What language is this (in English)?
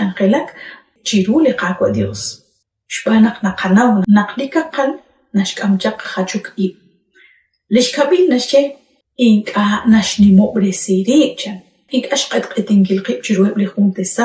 Kekchí